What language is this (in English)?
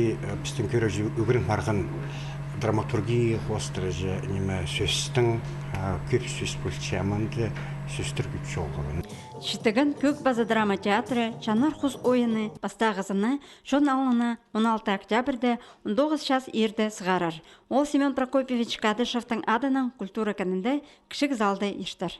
Khakas